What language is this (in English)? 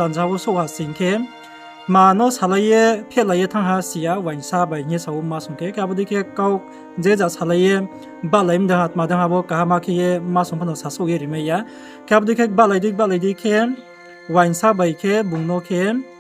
Riang (India)